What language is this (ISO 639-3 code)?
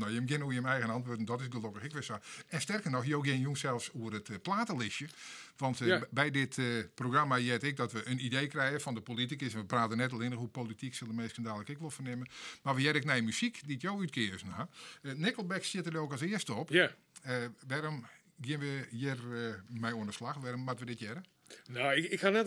fry